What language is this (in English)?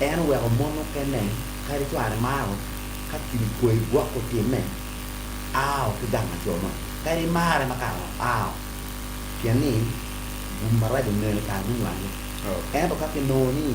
Acoli